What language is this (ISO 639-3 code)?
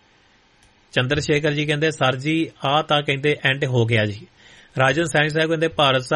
pan